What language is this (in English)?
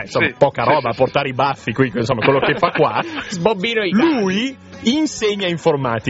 Italian